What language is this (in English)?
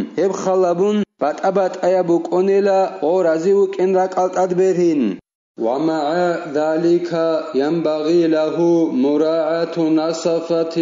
Avaric